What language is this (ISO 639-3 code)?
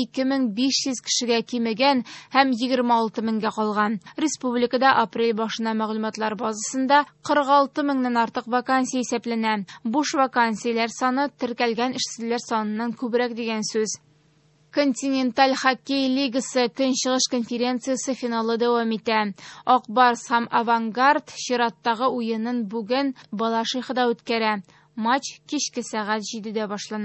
tat